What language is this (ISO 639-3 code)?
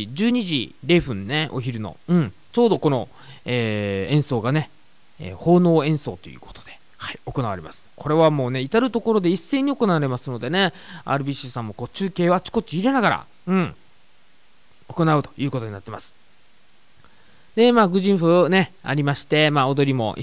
jpn